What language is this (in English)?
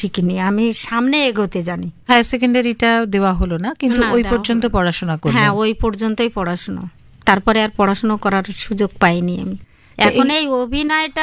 Bangla